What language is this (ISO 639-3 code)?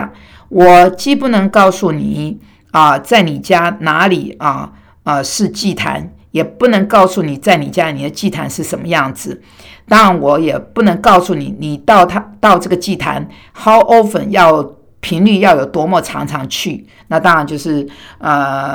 zho